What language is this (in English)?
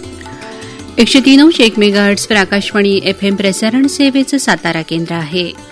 Marathi